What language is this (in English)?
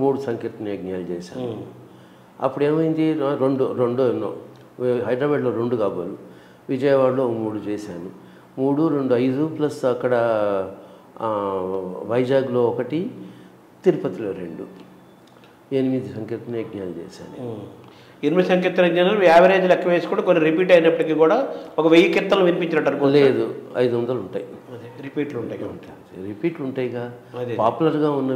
Telugu